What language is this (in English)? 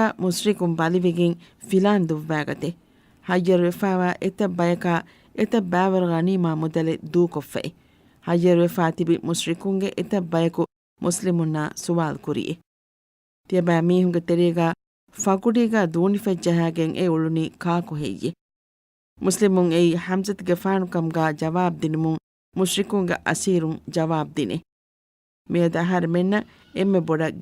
Divehi